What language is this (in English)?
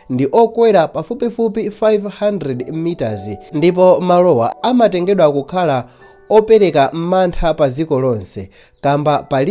Nyanja